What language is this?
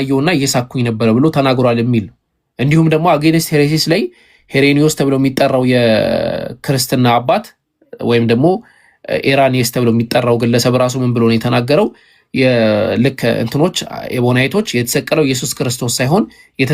Amharic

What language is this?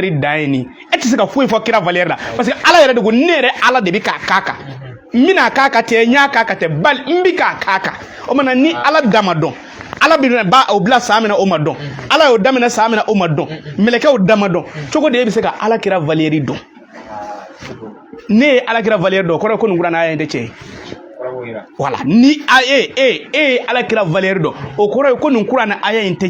Bambara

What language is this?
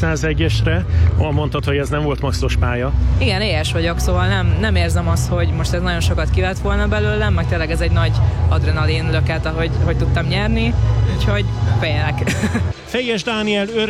Hungarian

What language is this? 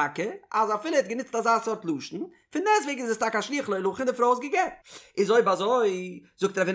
Yiddish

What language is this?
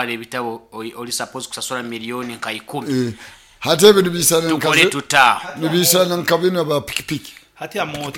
Nyoro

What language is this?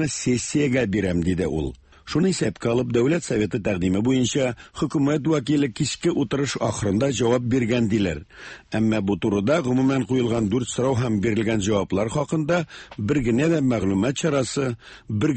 Tatar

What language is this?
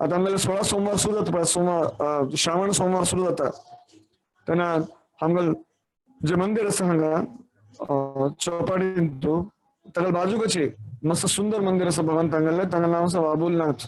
Konkani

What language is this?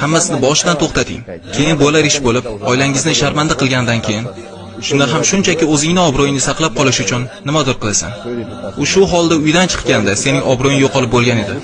Uzbek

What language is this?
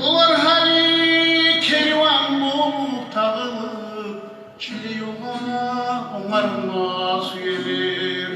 Kumyk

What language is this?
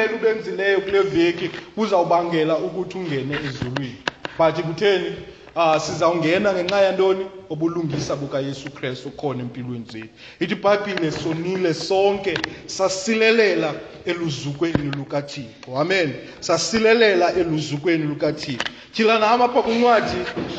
Xhosa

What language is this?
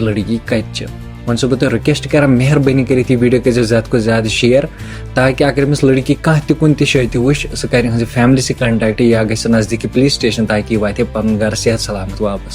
Kashmiri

